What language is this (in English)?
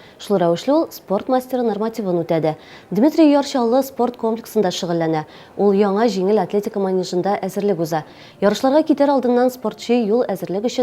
Tatar